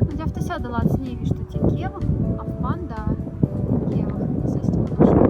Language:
Moksha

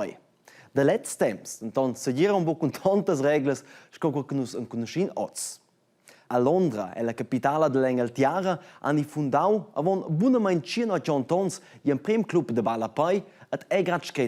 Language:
Romansh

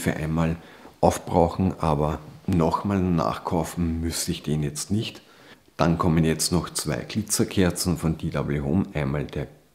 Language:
German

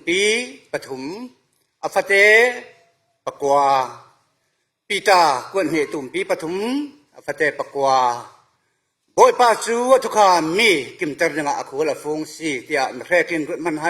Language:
Falam Chin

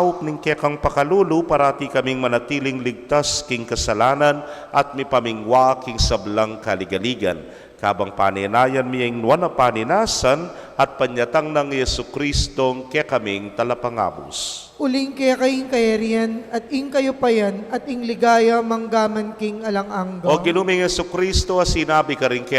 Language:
Pampanga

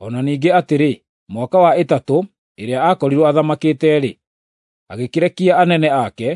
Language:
Kikuyu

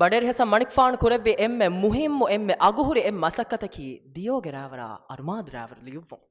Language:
Divehi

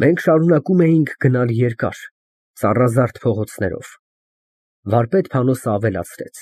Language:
Armenian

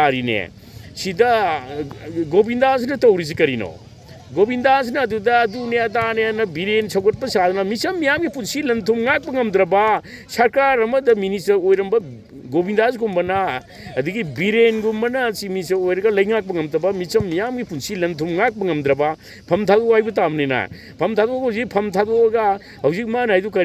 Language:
Manipuri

